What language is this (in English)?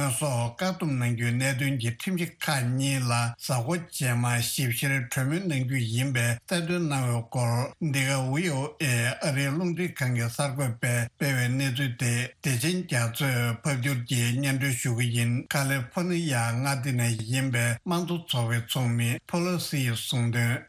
Tibetan